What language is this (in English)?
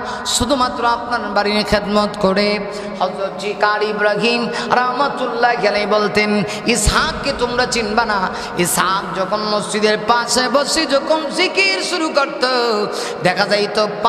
Bangla